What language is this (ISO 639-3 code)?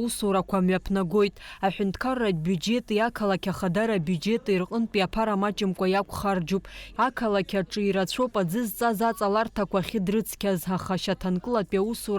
abk